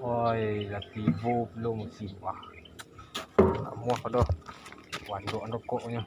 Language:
Minangkabau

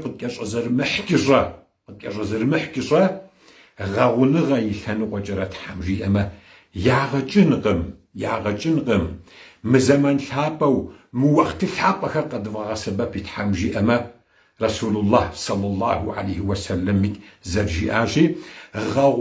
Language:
Kabardian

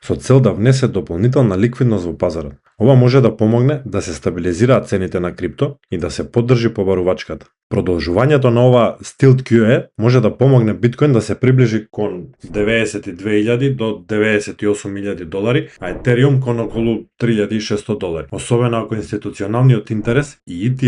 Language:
Macedonian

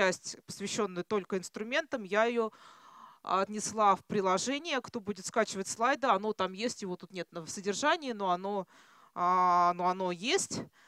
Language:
Russian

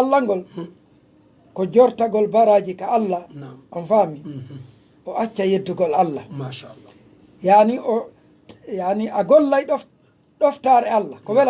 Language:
Pular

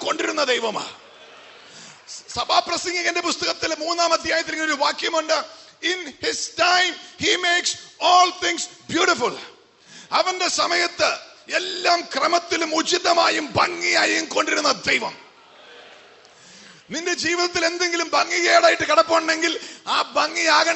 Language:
Malayalam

